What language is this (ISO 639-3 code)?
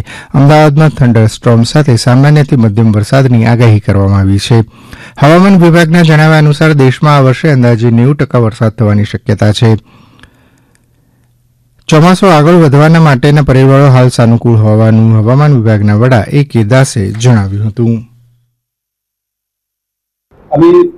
guj